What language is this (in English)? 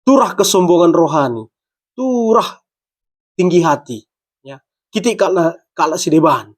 Batak Karo